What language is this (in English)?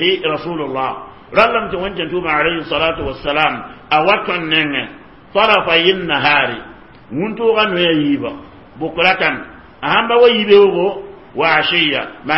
Mossi